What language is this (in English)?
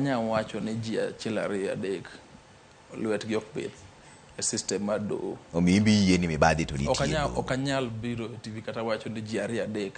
Luo (Kenya and Tanzania)